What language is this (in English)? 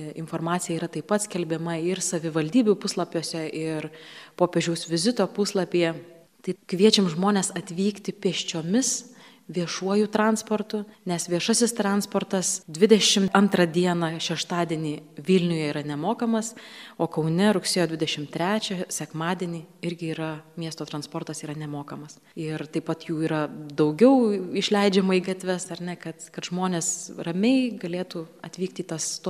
Lithuanian